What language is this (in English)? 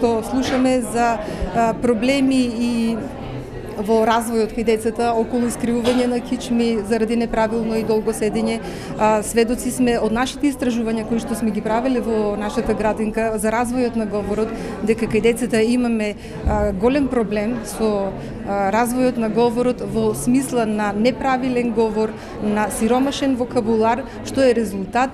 Macedonian